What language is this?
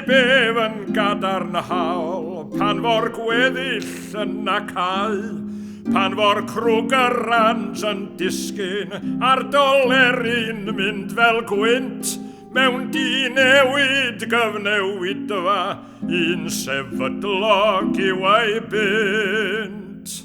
Welsh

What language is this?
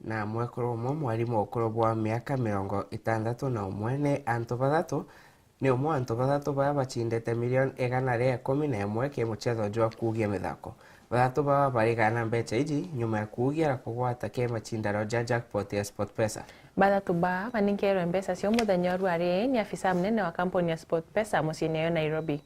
Meru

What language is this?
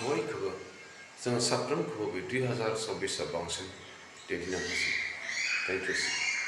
Bodo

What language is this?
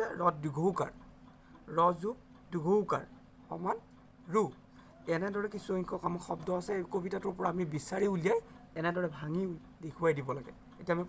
Assamese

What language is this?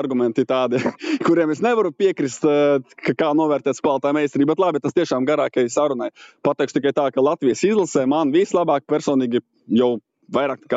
Latvian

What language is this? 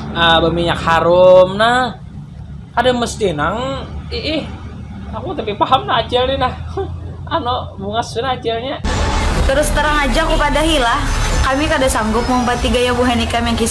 Banjar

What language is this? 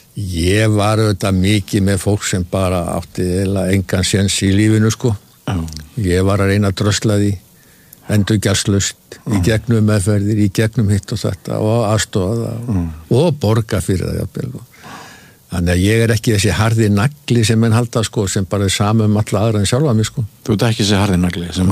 Icelandic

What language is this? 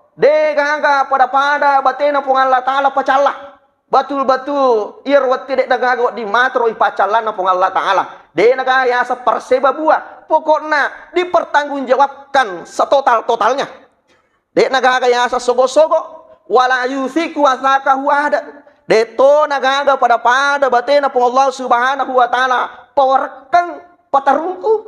Buginese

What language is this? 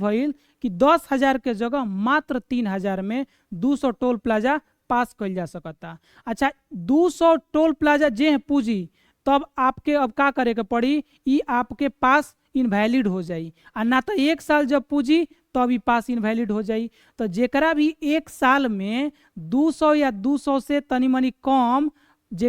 Bhojpuri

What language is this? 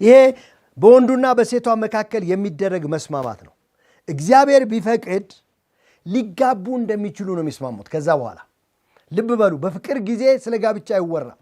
Amharic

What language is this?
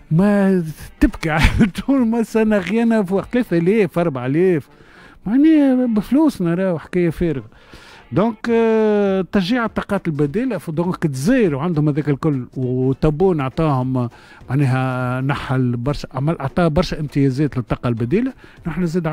Tunisian Arabic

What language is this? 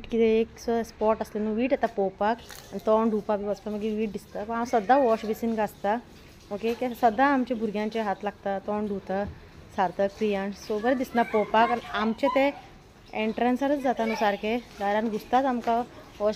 Konkani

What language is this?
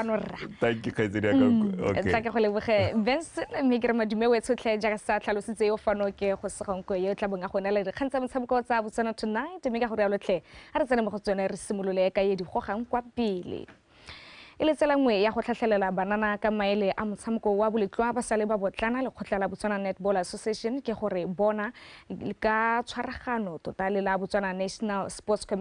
Tswana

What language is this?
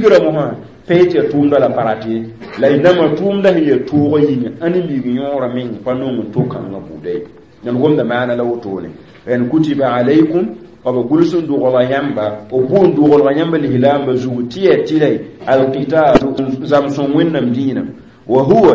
Mossi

